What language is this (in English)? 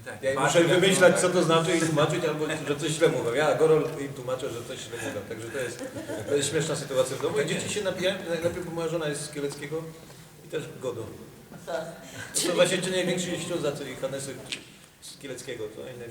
Silesian